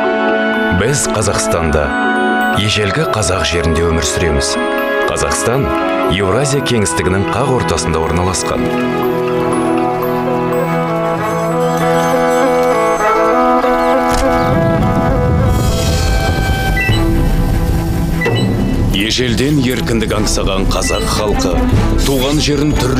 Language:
Kazakh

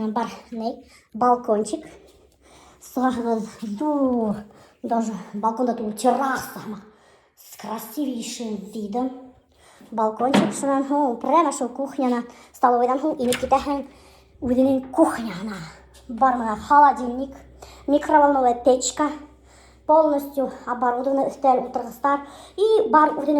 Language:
Bashkir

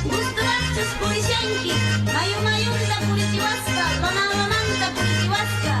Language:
Quechua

